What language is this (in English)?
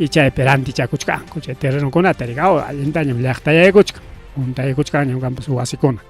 Ayacucho Quechua